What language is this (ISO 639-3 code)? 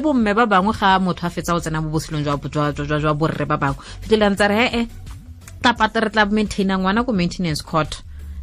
tsn